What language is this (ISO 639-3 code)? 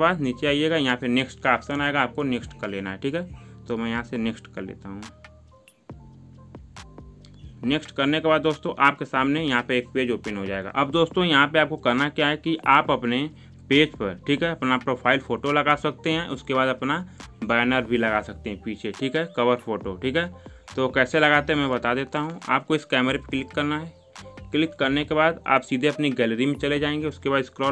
hin